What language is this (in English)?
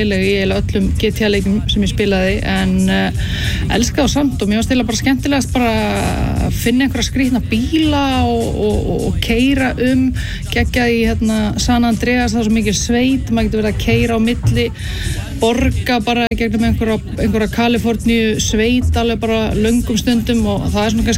Icelandic